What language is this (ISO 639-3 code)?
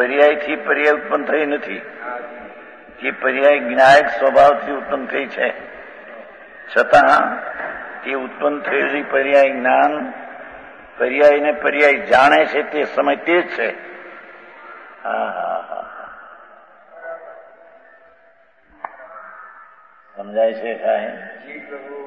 guj